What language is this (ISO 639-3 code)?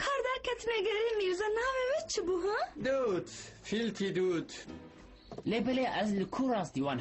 kur